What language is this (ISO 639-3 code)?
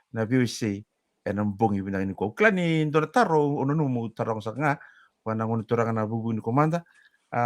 fij